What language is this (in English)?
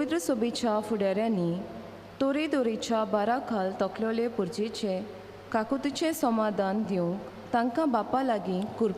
Konkani